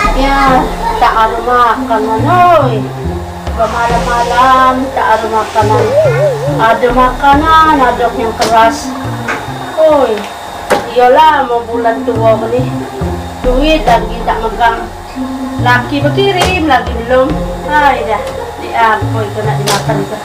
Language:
Musi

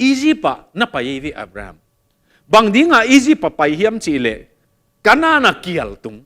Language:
Tedim Chin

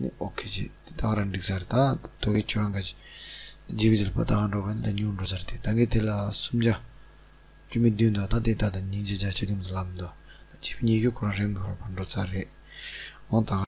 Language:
Tibetan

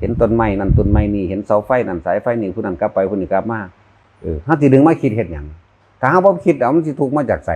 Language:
Northeastern Thai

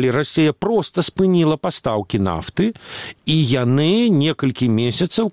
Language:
Belarusian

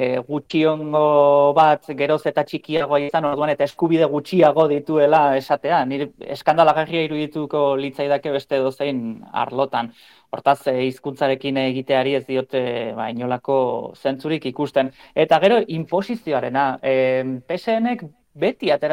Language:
Basque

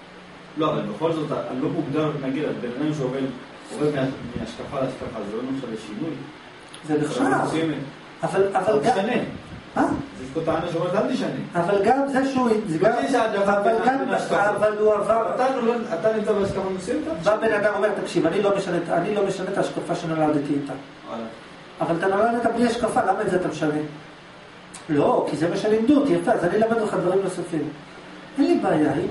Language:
Hebrew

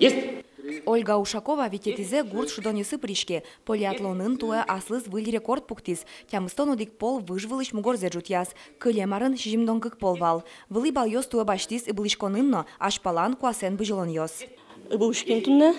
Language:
Udmurt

